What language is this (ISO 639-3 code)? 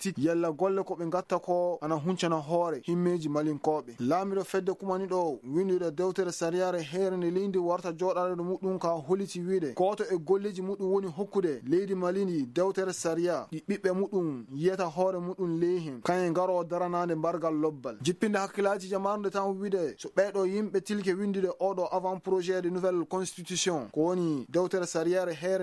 ful